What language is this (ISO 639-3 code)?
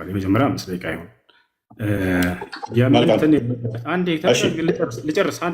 amh